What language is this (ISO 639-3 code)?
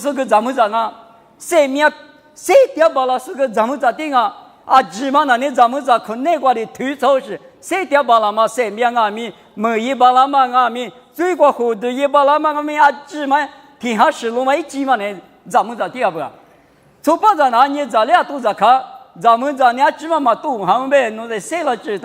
lis